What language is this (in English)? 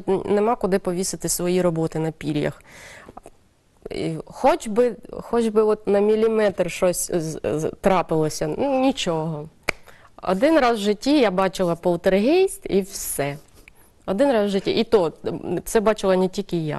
Ukrainian